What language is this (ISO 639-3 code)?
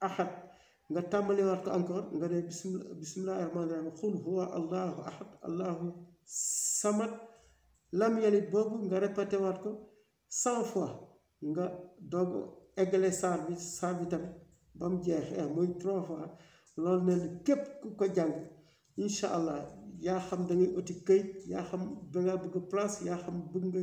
wol